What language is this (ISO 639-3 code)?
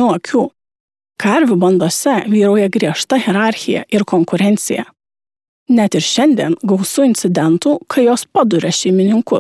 lit